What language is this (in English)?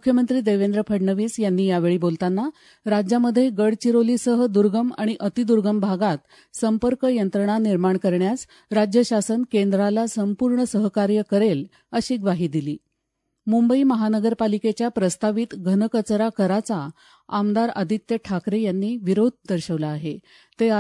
Marathi